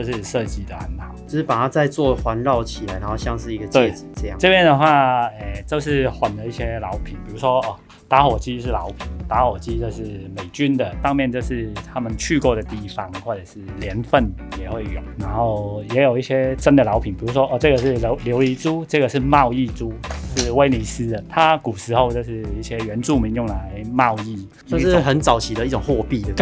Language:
Chinese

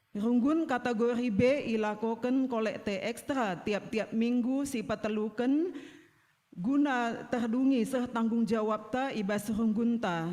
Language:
Batak Karo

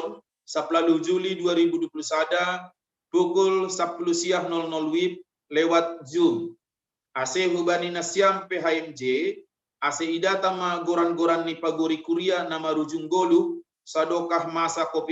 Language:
Batak Simalungun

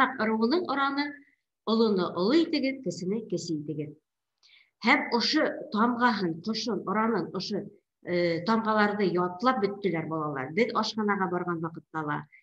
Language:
Bashkir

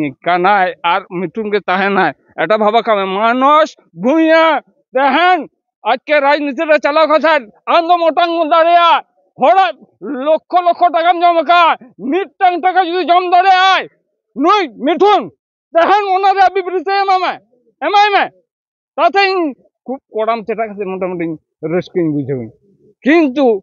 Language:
Santali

